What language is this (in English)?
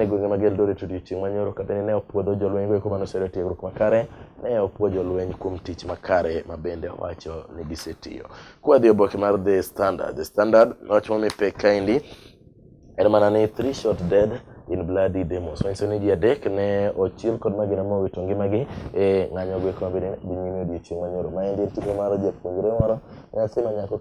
Luo (Kenya and Tanzania)